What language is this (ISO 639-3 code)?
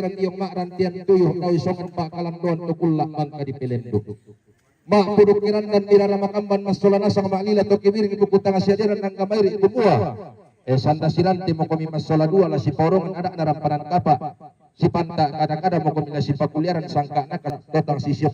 sda